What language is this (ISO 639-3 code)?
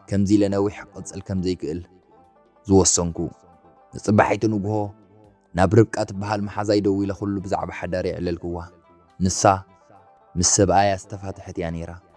tir